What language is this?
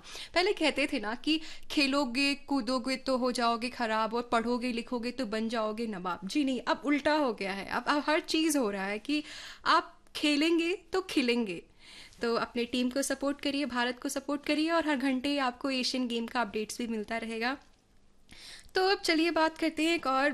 Hindi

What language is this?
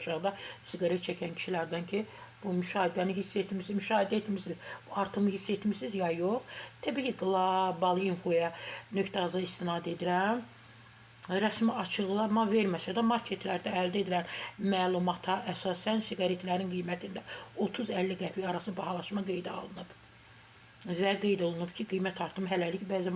Azerbaijani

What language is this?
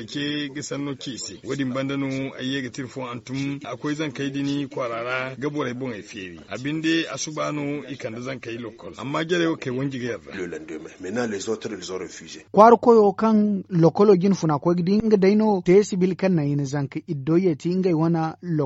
Zarma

